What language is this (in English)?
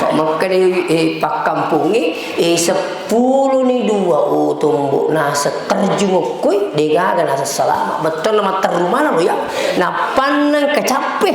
Buginese